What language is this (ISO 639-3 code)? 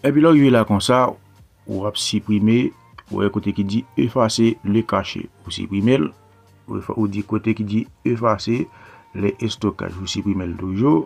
hat